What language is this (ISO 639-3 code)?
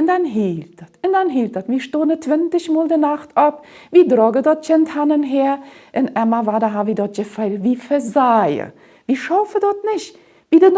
pdt